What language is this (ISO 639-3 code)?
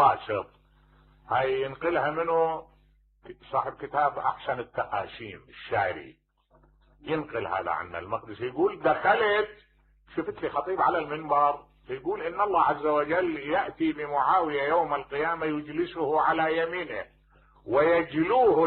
acm